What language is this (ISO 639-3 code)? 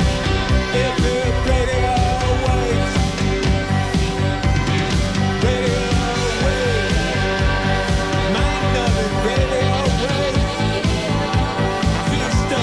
eng